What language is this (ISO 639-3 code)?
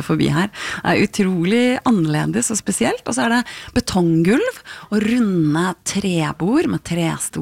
nor